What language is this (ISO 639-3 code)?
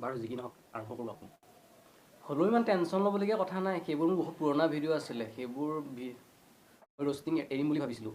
asm